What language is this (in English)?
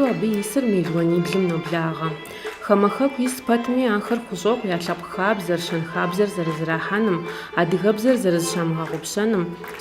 Kabardian